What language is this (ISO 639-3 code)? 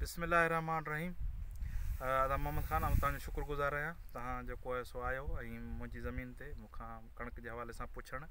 snd